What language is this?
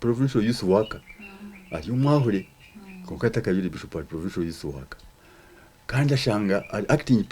Nyankole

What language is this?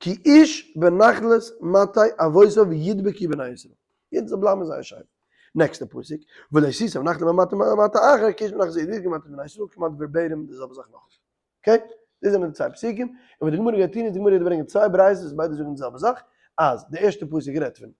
Yiddish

